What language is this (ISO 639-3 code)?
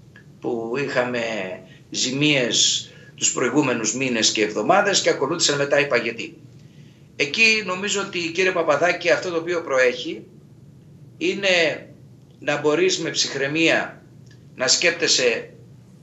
ell